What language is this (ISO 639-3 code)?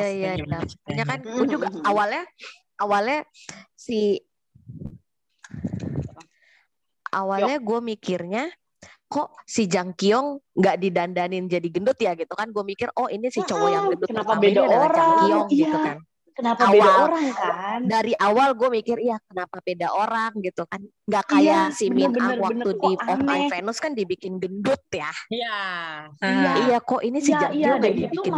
ind